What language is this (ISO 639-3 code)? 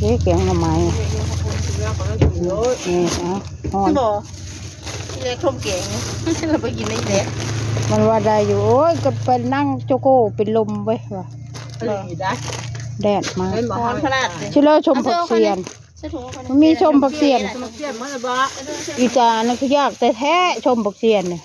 tts